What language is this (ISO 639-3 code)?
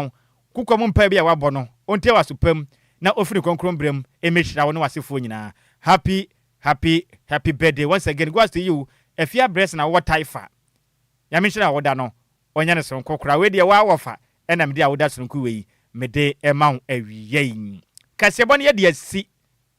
aka